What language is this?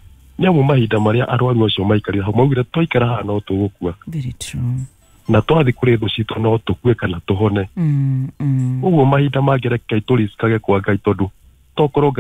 Kikuyu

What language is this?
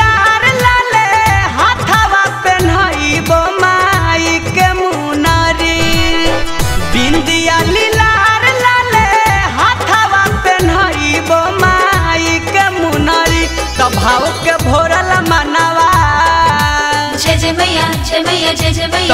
Bhojpuri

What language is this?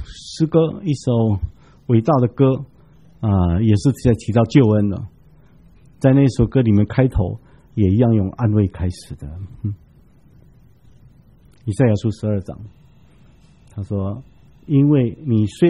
Chinese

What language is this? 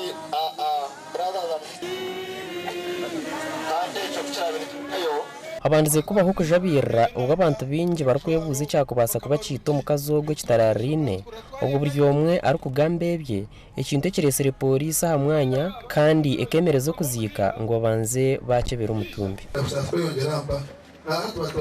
Nyankole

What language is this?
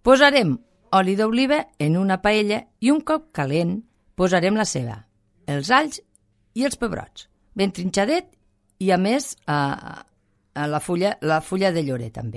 Catalan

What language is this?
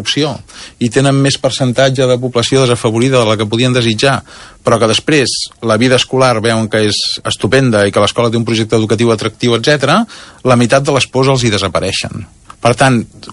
Catalan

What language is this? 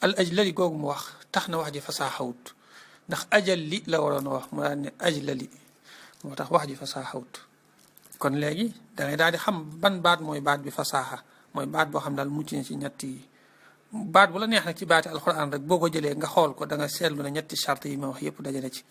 Wolof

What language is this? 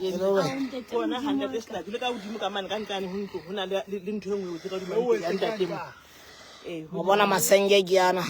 Southern Sotho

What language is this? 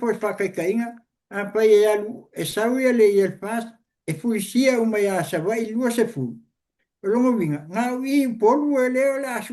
Samoan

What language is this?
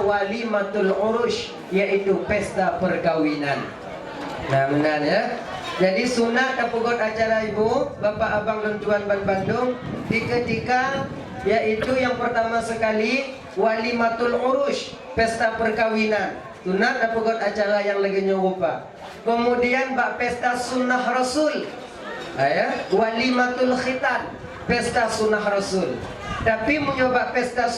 Achinese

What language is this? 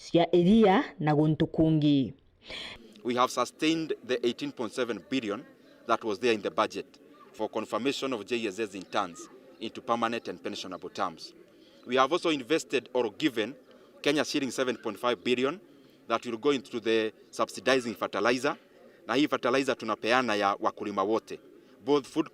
Meru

